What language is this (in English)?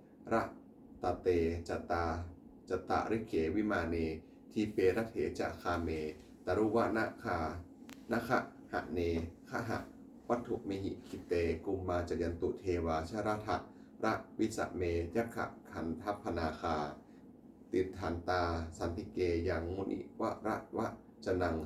Pali